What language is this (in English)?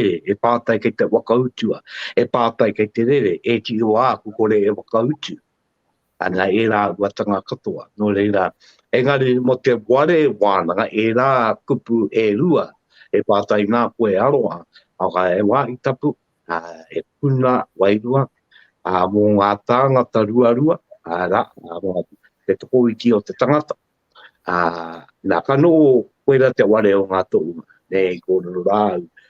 Māori